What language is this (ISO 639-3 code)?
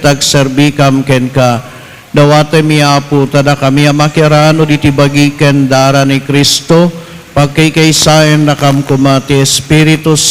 ilo